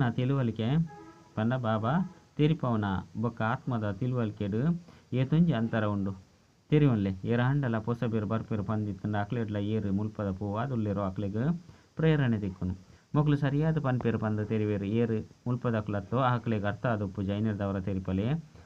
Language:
Tulu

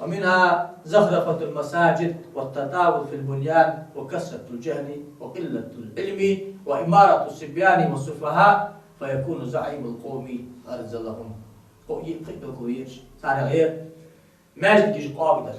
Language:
Ingush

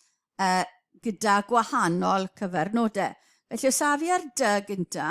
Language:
Welsh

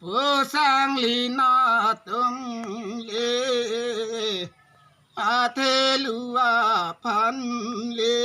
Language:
Karbi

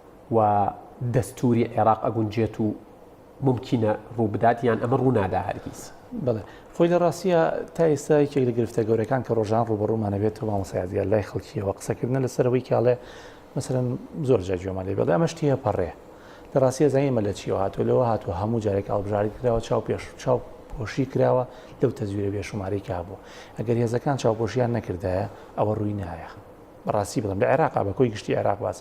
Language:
Central Kurdish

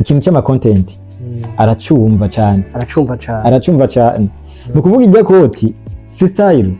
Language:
Rundi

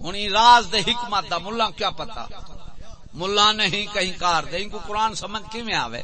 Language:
Saraiki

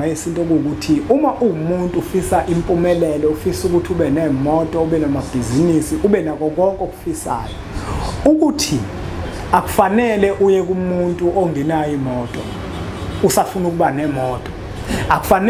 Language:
Zulu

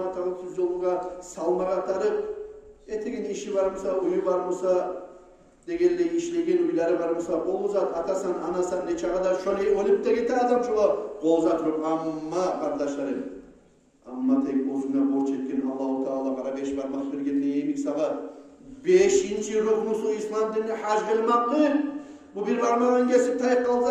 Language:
Kumyk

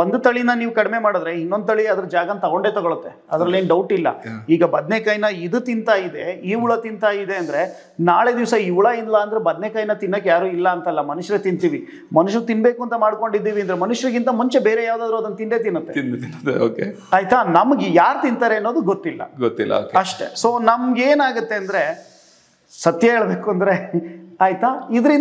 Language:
Kannada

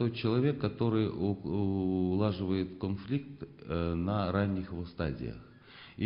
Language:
Russian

